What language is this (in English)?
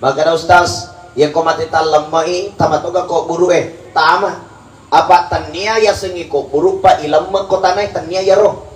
Buginese